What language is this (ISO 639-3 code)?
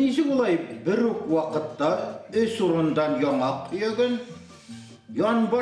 bak